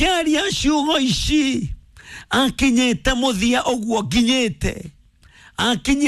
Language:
Kikuyu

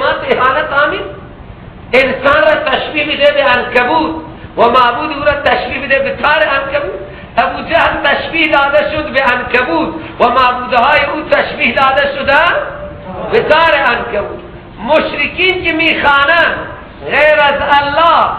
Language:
Persian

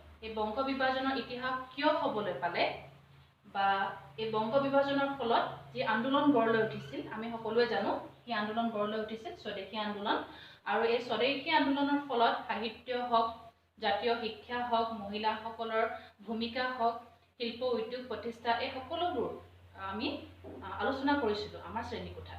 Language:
Assamese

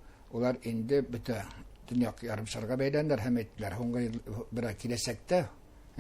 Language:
Bashkir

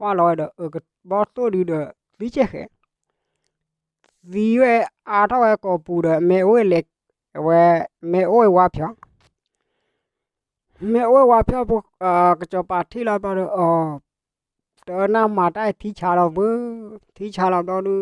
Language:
S'gaw Karen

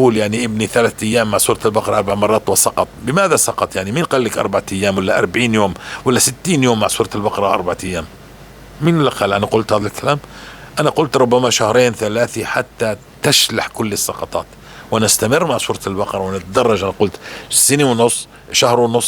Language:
North Levantine Arabic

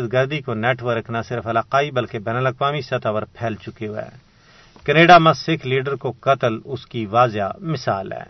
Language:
Gujari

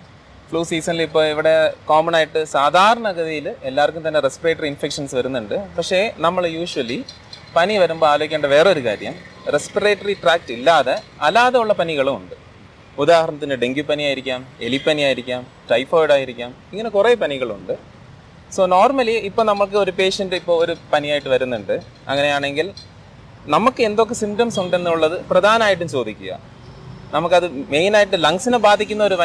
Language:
Malayalam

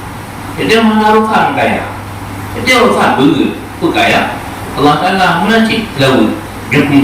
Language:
Achinese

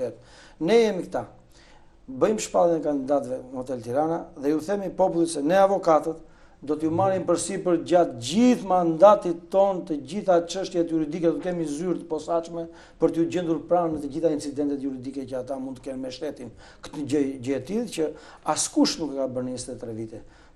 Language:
Albanian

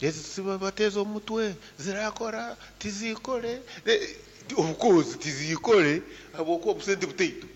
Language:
Nyankole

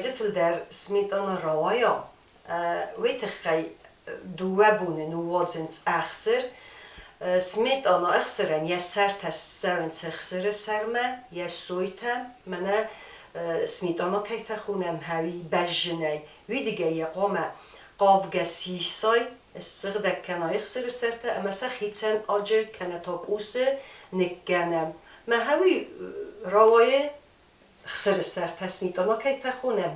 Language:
Ossetic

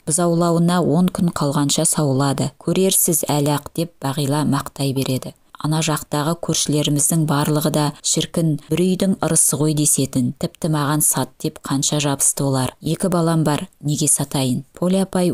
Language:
Kazakh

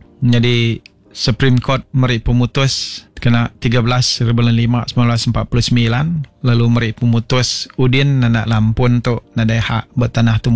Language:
Iban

